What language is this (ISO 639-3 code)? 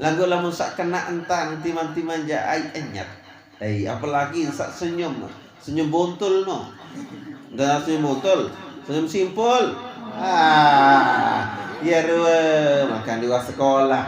sas